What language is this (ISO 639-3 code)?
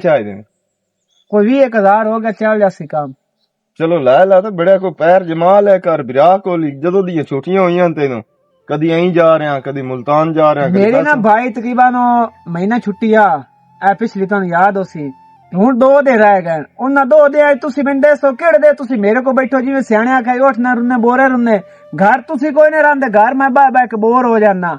lah